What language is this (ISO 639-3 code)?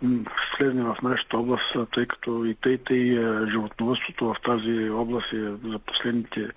bul